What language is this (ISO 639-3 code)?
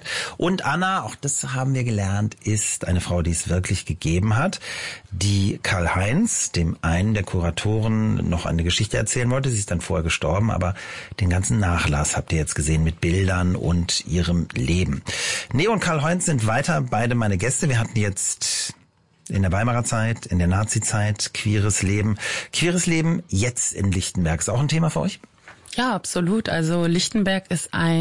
deu